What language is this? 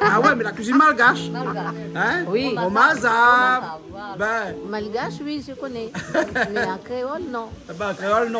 Réunion Creole French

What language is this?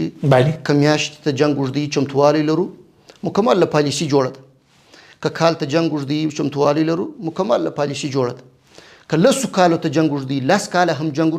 Pashto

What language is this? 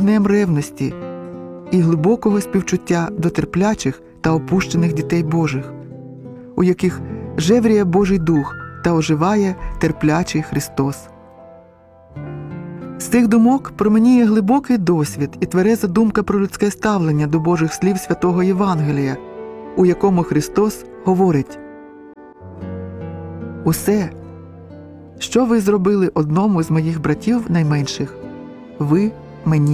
Ukrainian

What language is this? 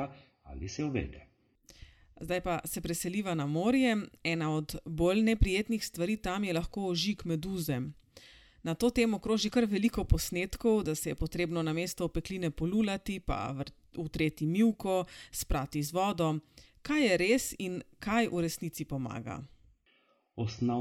Slovenian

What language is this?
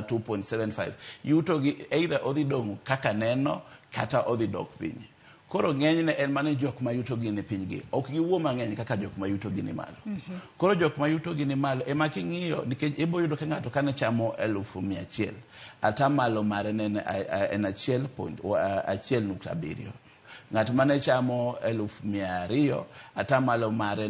Luo (Kenya and Tanzania)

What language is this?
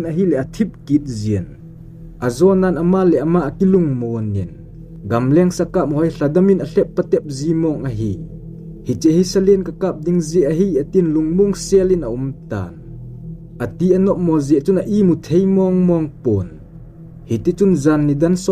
Thado Chin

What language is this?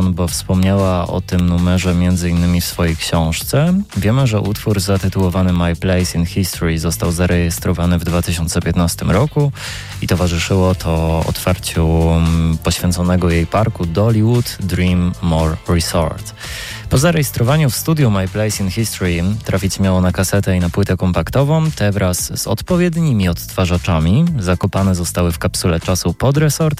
Polish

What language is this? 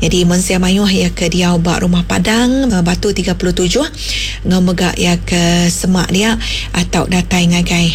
Iban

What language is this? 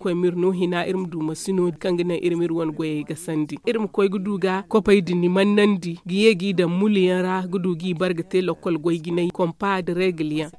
Zarma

